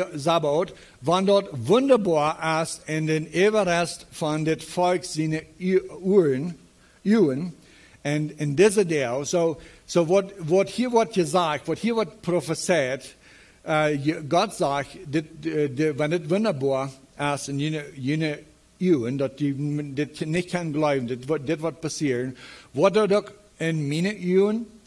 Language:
Plautdietsch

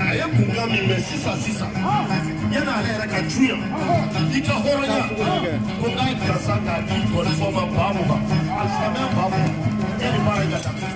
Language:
Bambara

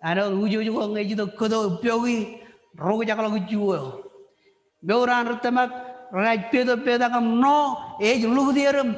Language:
Marshallese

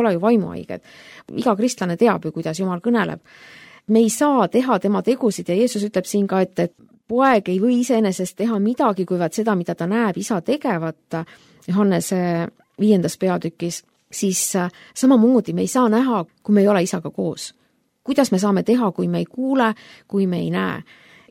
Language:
Estonian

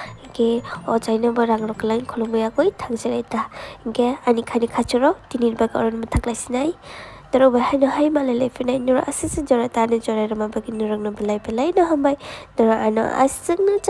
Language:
Kok Borok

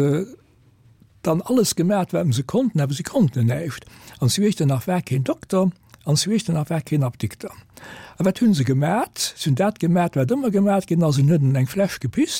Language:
Luxembourgish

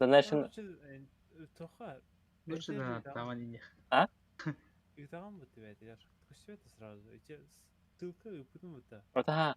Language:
Yakut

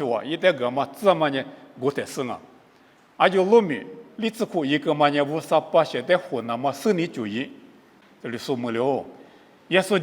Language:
Lisu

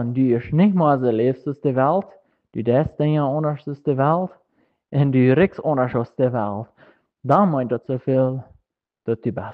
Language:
Plautdietsch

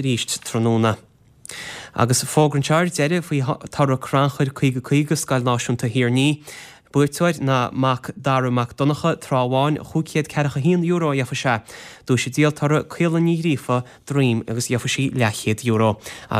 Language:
Irish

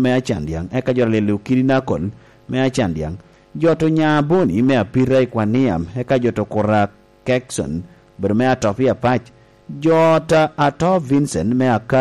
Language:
Lango (Uganda)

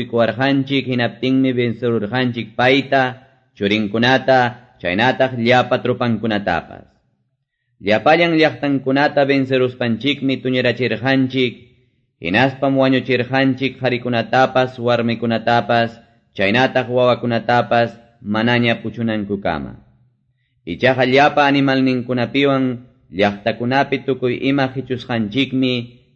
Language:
Quechua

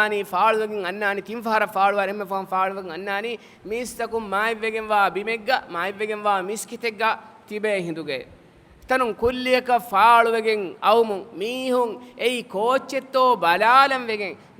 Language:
Divehi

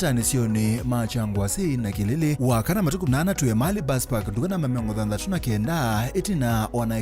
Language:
Kamba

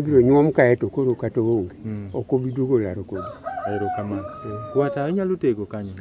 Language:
Luo (Kenya and Tanzania)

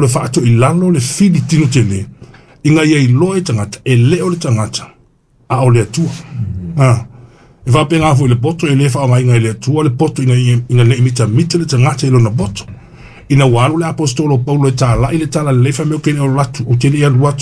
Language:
Samoan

